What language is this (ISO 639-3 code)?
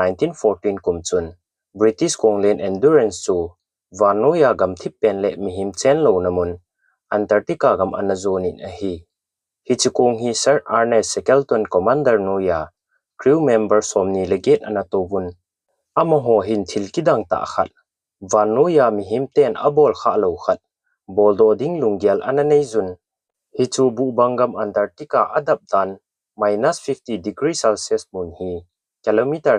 tcz